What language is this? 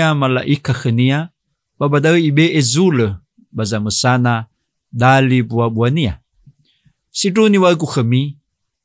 Nias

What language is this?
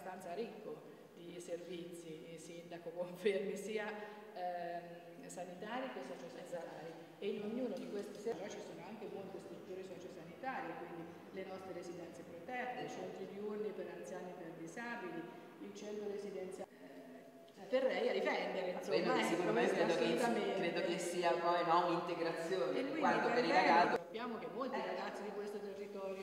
Italian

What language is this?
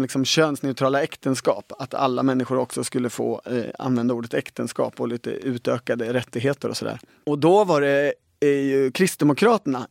Swedish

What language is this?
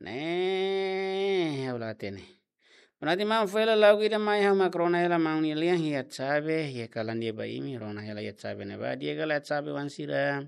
Tetum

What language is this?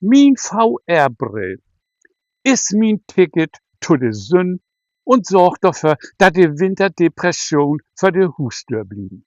Low German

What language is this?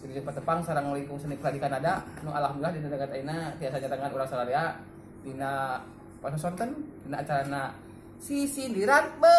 Sundanese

